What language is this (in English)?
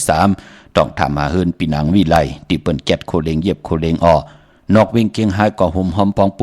Shan